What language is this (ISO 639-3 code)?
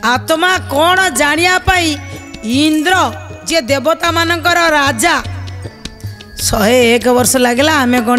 ori